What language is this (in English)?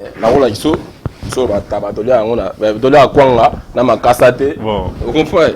Lingala